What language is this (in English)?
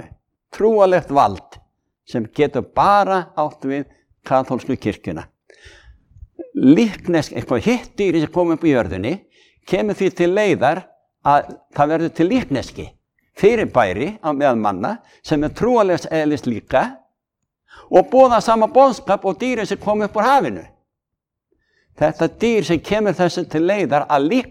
Icelandic